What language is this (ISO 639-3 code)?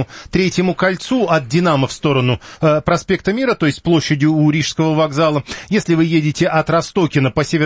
rus